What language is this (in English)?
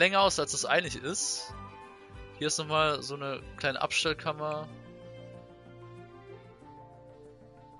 German